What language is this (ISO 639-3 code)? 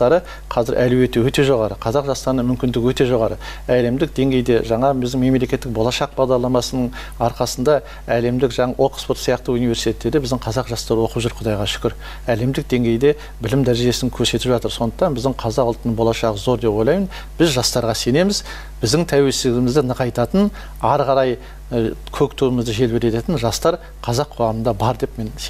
kaz